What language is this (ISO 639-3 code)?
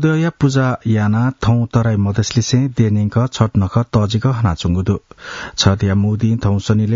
new